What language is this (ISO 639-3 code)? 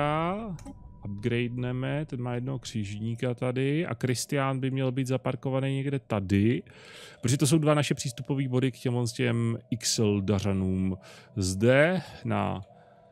ces